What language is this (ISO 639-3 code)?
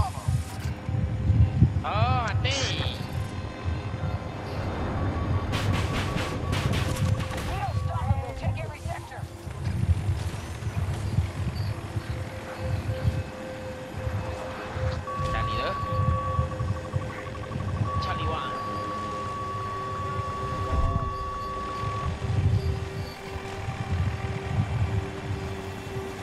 msa